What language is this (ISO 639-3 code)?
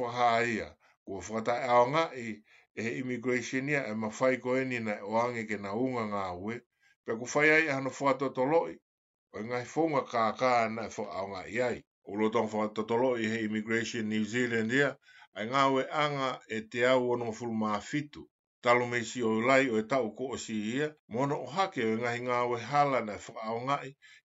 ton